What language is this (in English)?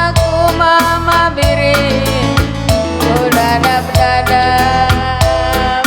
Batak Karo